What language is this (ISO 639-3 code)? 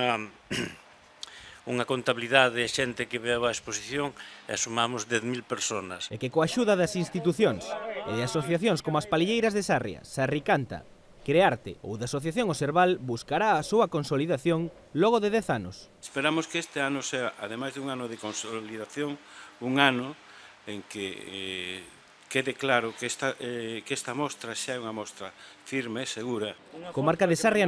glg